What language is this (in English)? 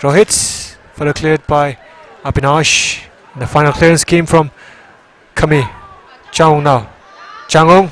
Tangkhul Naga (India)